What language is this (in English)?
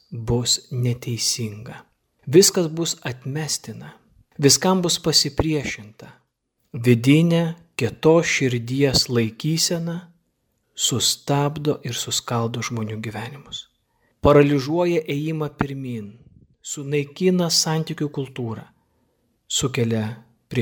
Lithuanian